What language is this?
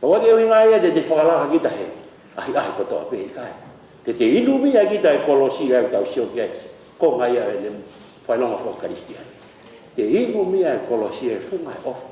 Tongan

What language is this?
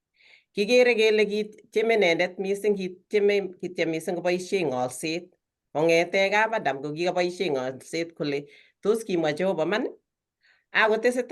Kalenjin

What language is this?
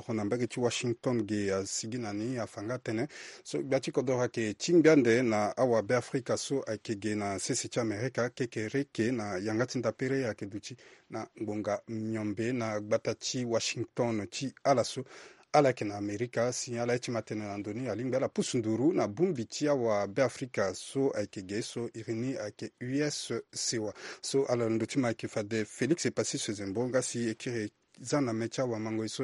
Sango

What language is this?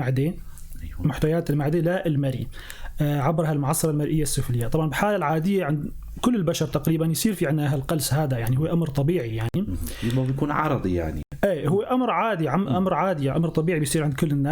North Levantine Arabic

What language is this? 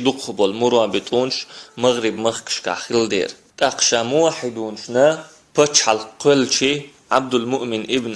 Chechen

